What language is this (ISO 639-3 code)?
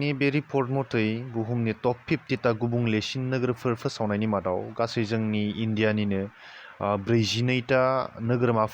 brx